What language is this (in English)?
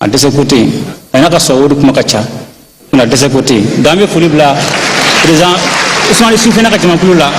Bambara